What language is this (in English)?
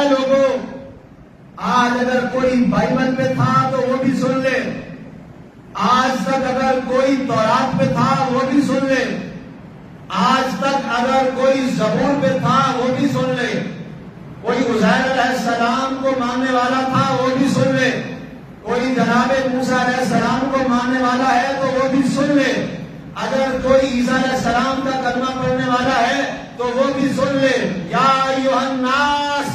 Urdu